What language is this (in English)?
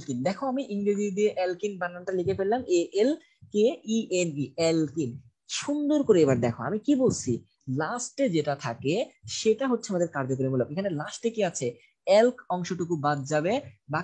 Bangla